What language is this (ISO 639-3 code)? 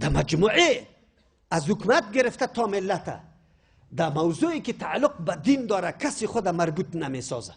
fas